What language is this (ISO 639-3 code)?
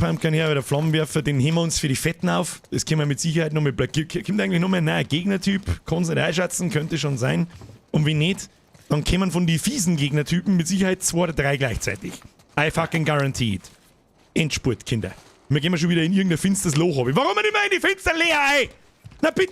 bar